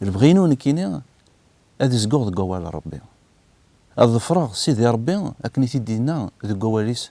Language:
Kabyle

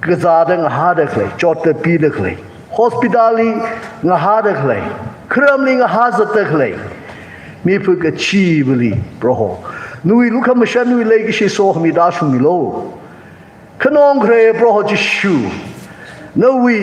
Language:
Tangkhul Naga (India)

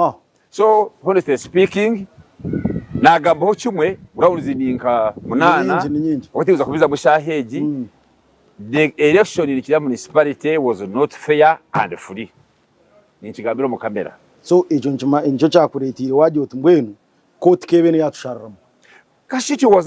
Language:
Nyankole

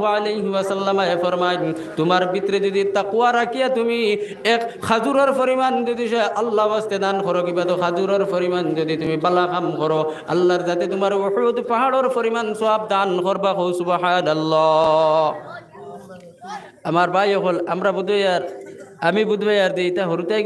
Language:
Sylheti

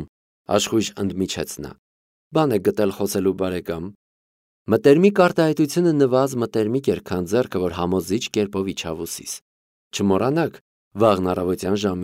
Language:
Armenian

